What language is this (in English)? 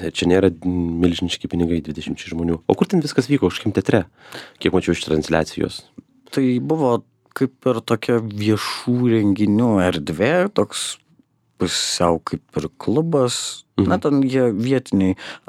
Lithuanian